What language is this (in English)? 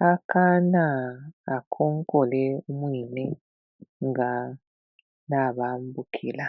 Bemba